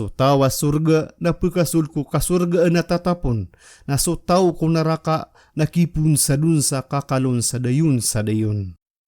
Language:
Maranao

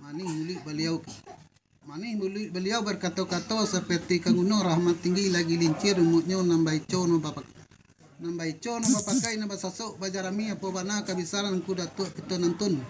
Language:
Minangkabau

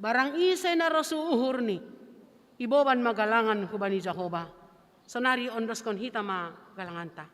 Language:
Batak Simalungun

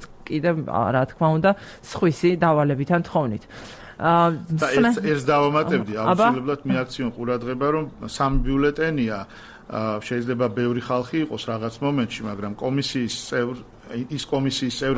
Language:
Georgian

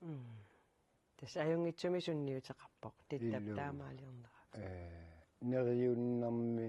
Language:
Kalaallisut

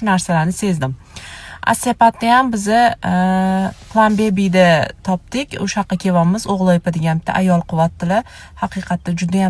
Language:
Uzbek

